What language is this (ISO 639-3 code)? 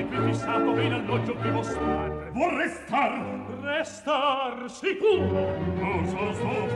ita